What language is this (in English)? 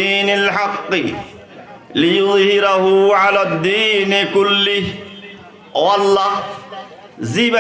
Rohingya